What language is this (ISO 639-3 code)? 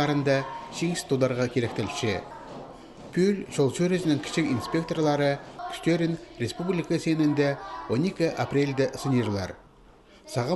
kjh